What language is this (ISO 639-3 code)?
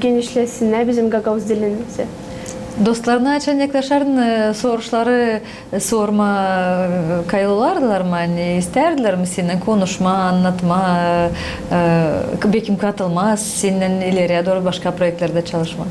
gag